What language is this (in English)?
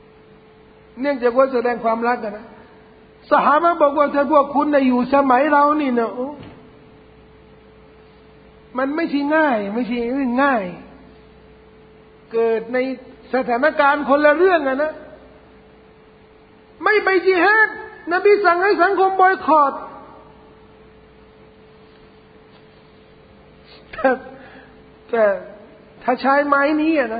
Thai